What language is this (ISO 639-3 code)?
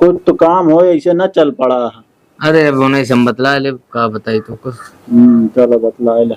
awa